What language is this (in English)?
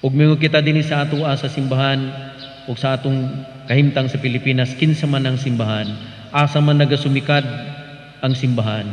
Cebuano